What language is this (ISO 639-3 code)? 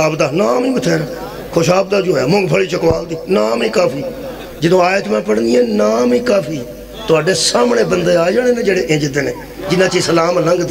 lah